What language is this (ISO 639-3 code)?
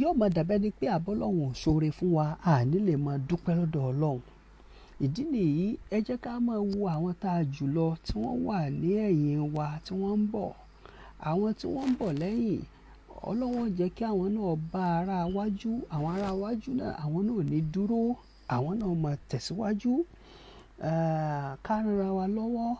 yor